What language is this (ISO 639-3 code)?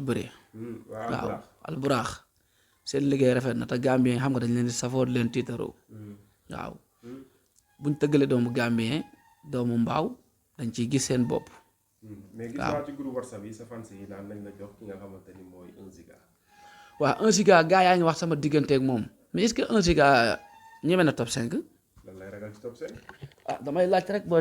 wol